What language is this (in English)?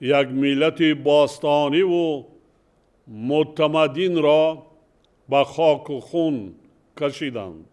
Tajik